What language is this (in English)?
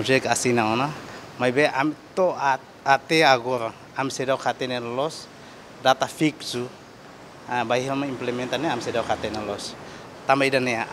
Tetum